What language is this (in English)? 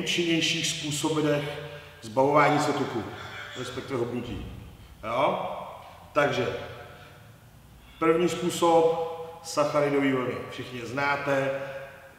Czech